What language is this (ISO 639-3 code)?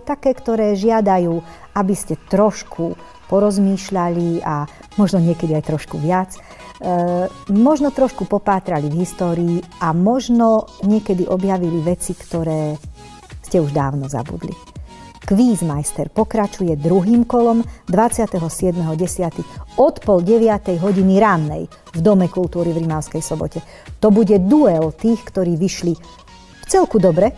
slk